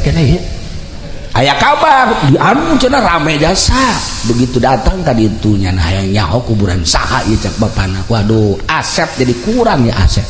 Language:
Sundanese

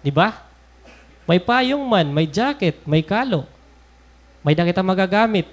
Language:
Waray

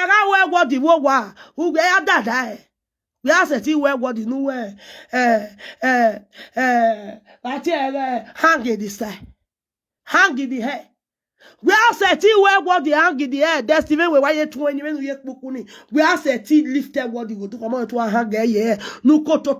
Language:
Nigerian Pidgin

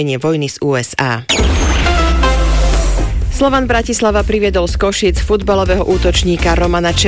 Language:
Slovak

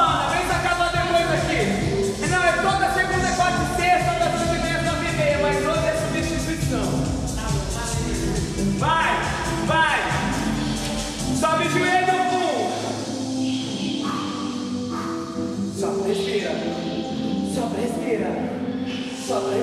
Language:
Portuguese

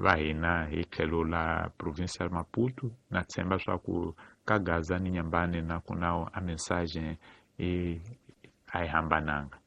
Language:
Tsonga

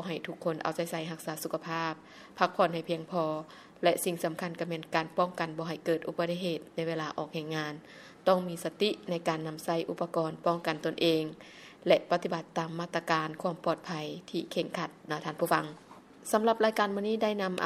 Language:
Lao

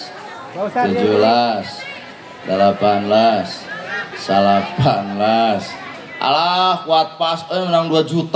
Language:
Sundanese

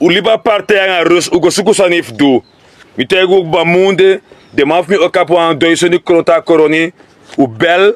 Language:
Sranan Tongo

